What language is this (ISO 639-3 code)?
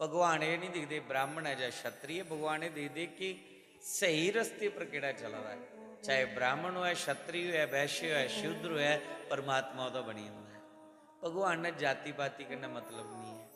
doi